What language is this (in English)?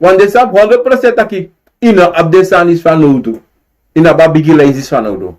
Sranan Tongo